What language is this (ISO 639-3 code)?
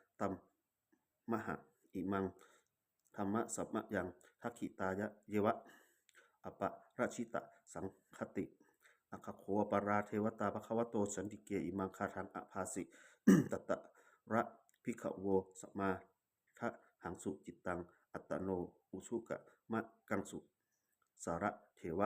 pli